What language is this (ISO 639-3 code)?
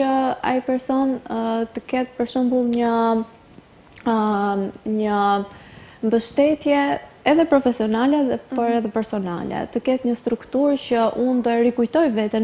sqi